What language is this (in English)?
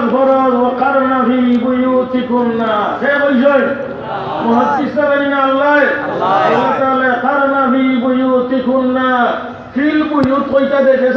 Sylheti